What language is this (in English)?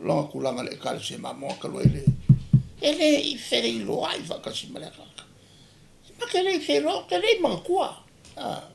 Samoan